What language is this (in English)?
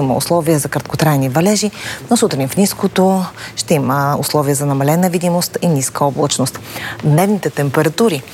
Bulgarian